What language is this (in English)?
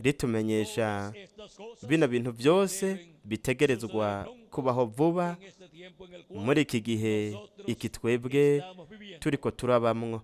Rundi